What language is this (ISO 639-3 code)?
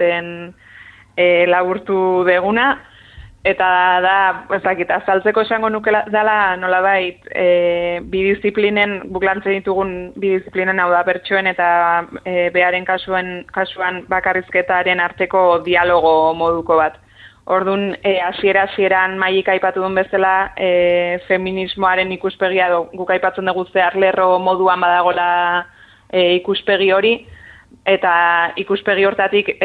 eus